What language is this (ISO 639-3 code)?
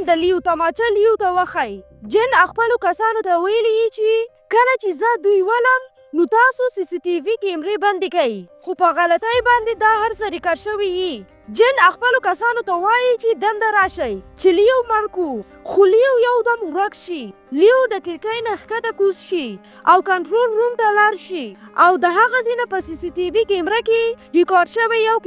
pus